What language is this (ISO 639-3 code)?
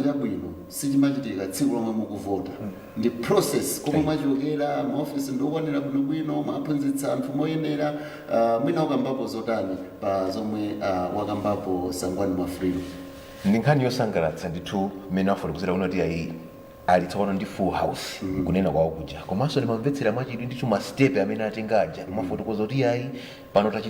nya